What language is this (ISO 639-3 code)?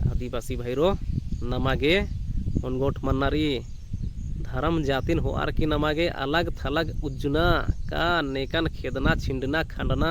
kru